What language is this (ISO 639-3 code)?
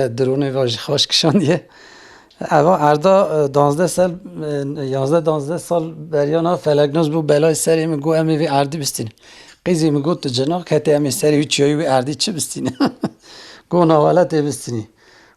kur